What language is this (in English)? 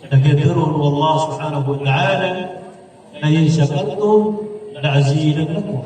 Maranao